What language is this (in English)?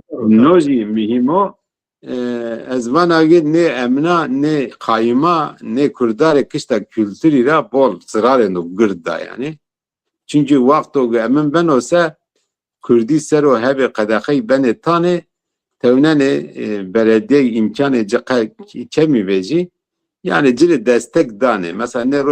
Zaza